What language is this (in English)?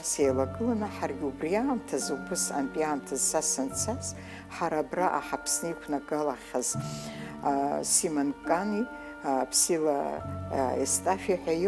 Abkhazian